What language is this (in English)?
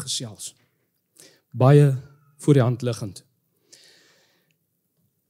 Afrikaans